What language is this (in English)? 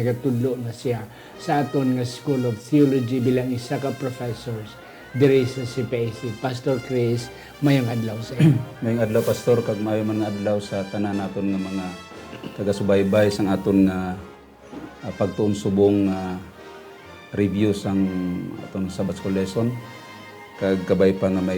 Hiligaynon